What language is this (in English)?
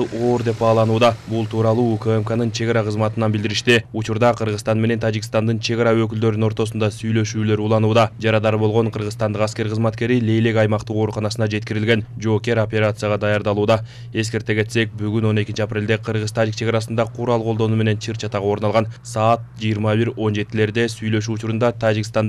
Kyrgyz